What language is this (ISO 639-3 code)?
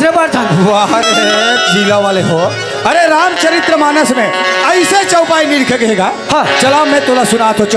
hne